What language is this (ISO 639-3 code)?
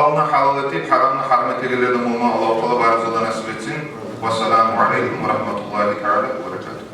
kum